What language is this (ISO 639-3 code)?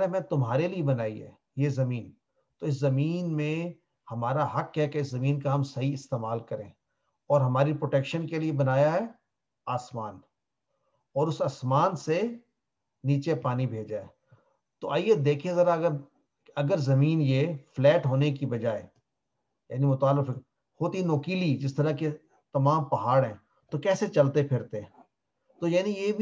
urd